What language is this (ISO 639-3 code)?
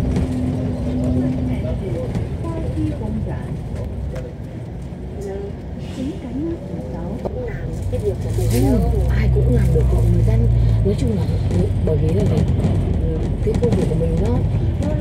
vie